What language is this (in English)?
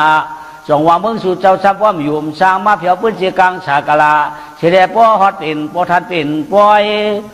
Shan